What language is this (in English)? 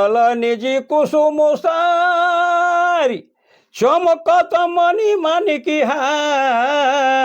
Sadri